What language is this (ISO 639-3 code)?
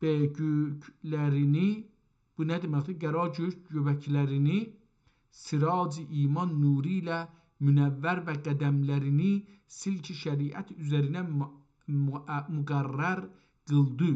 azb